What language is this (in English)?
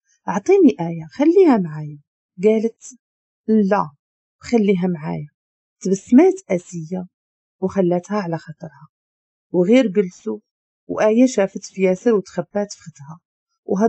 Moroccan Arabic